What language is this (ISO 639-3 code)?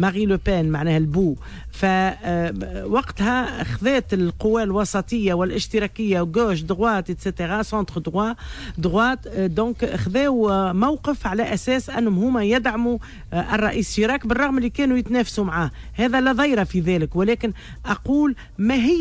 aeb